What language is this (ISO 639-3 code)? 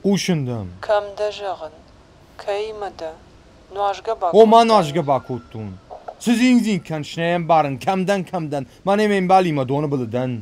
oss